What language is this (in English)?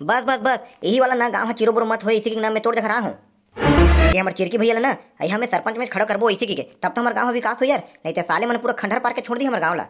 Chhattisgarhi